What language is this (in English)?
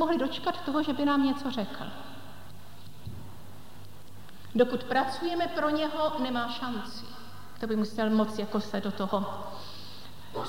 Czech